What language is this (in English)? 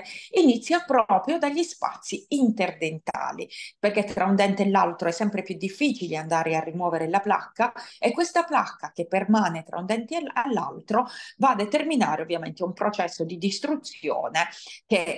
Italian